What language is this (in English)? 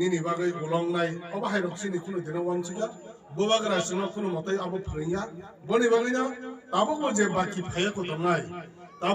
Kok Borok